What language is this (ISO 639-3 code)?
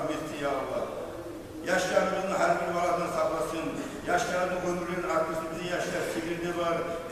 kum